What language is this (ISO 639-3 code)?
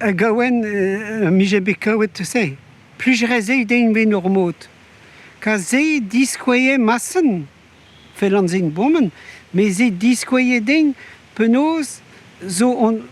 bre